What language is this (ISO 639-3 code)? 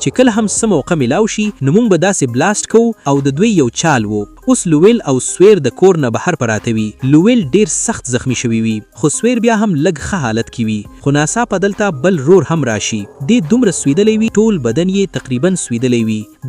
pus